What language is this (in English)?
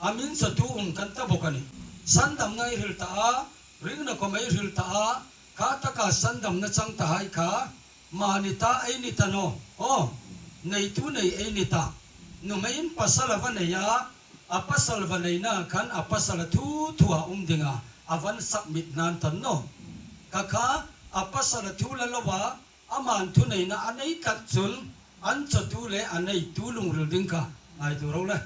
Hmar